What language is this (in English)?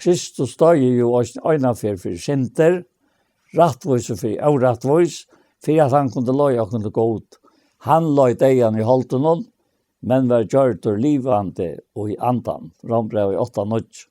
Faroese